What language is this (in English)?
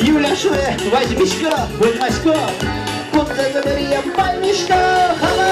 Udmurt